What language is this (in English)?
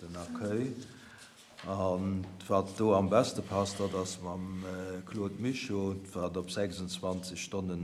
Luxembourgish